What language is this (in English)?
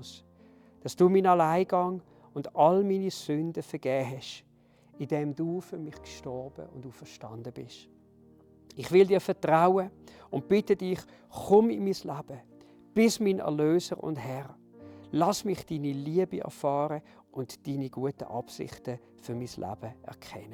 Swiss German